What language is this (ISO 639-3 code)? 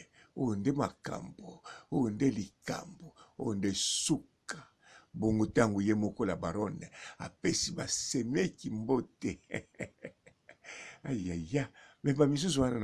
lin